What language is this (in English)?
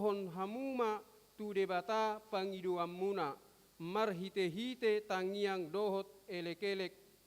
Batak Toba